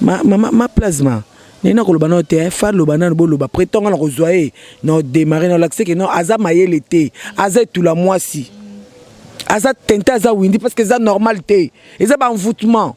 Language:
Lingala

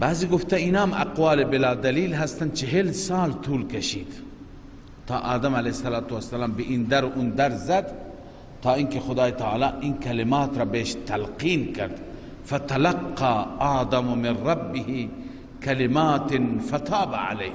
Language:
Persian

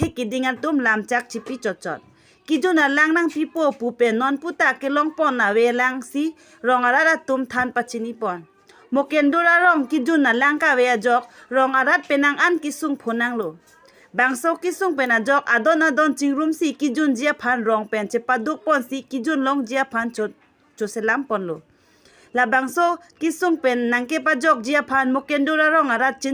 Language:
Karbi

